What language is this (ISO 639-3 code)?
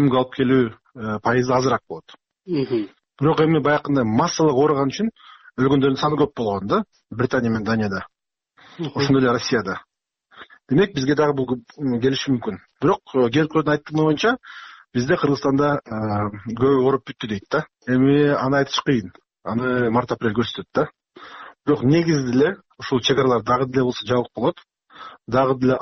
kir